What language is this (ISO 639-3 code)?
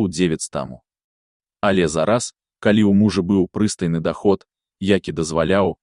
bel